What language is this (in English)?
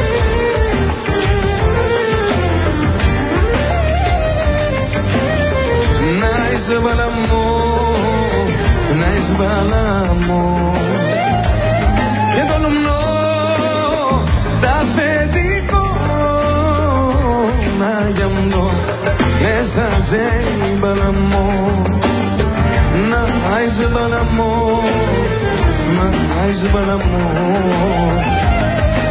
Greek